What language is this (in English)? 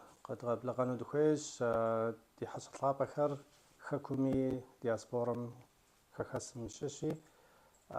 Kabardian